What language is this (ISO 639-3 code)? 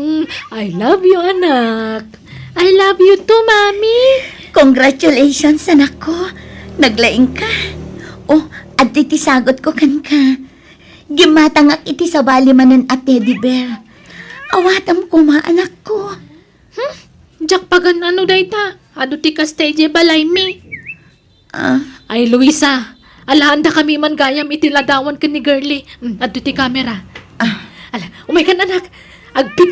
ilo